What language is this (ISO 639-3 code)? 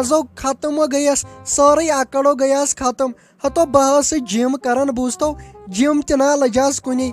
kas